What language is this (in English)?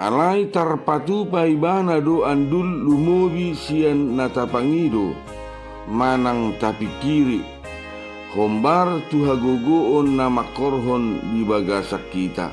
Batak Toba